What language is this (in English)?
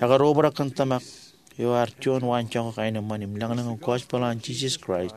Marshallese